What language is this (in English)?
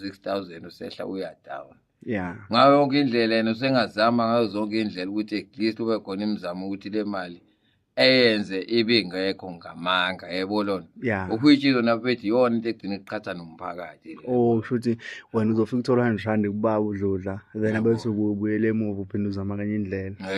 Zulu